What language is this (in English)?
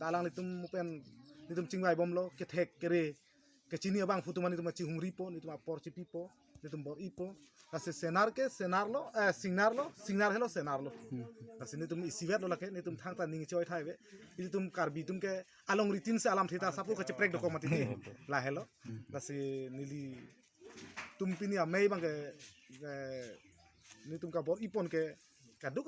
Karbi